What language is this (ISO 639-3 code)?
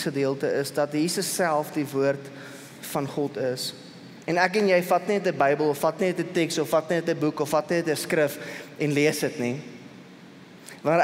afr